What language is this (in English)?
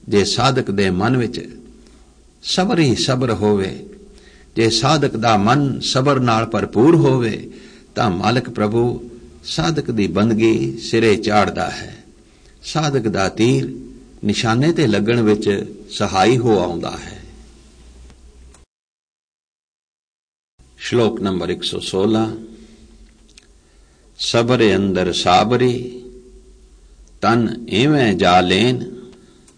Punjabi